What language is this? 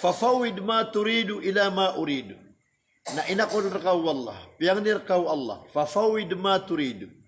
Maranao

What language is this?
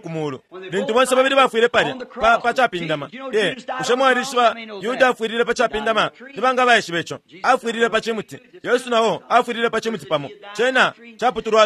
Bemba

